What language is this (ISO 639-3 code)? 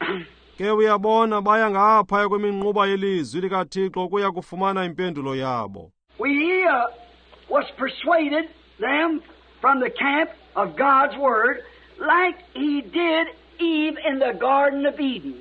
xho